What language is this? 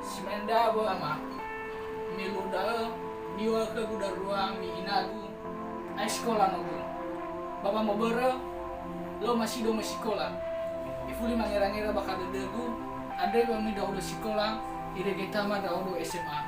Nias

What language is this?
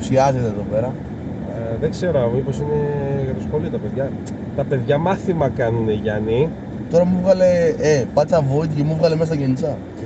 Greek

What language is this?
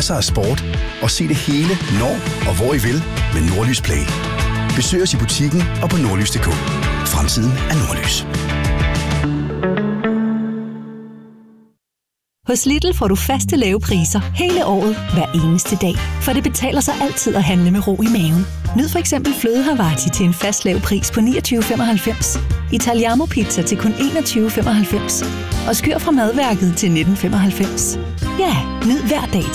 Danish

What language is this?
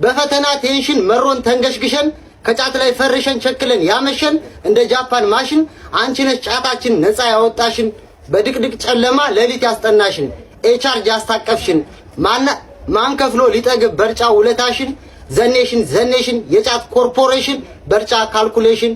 Amharic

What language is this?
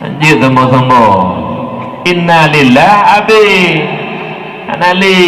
Achinese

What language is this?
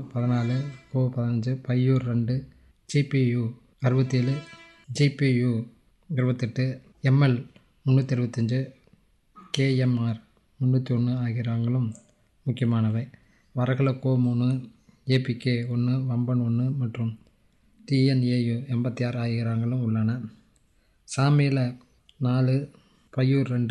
Tamil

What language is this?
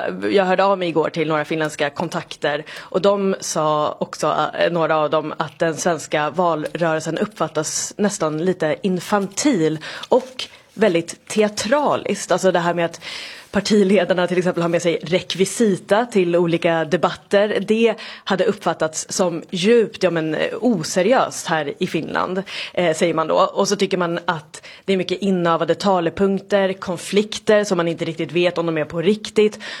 Swedish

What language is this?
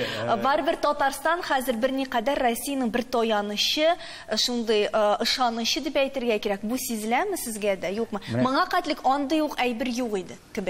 Tatar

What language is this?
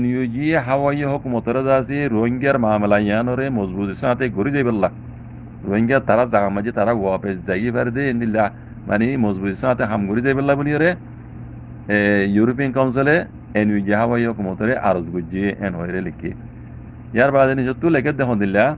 Rohingya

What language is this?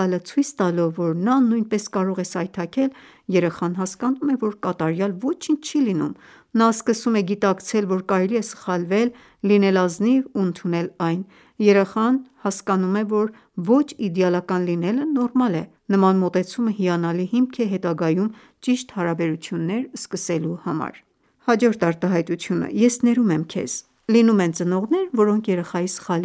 Armenian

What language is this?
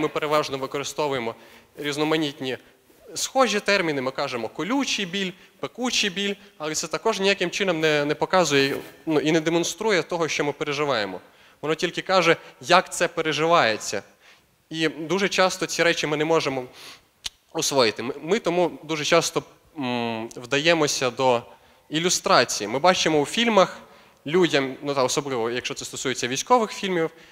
Ukrainian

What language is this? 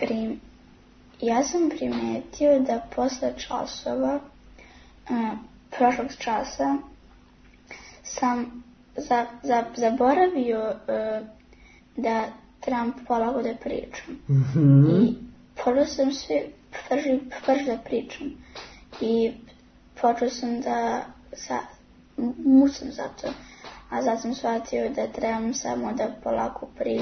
Serbian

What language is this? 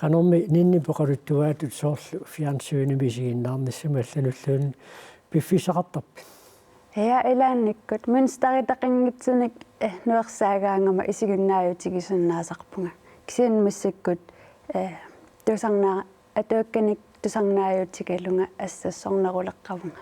Kalaallisut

